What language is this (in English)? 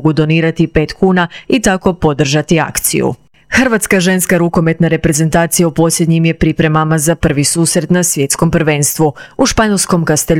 Croatian